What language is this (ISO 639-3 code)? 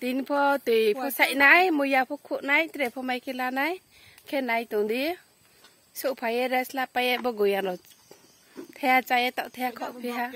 ria